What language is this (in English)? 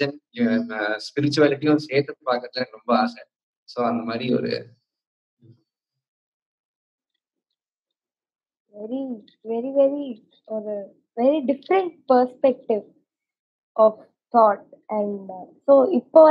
Tamil